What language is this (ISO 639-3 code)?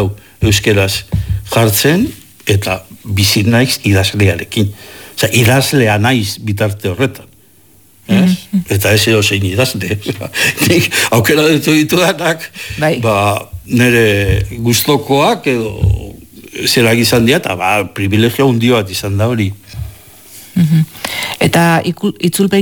eus